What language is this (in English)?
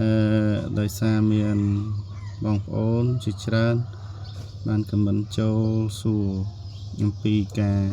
Khmer